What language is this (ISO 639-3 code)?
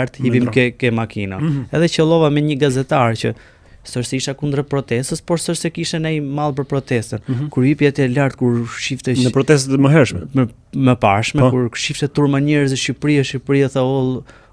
sqi